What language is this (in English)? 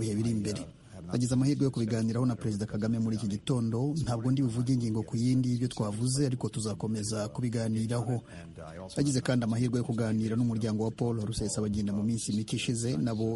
Kinyarwanda